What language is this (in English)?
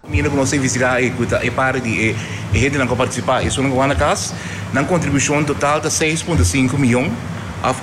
Papiamento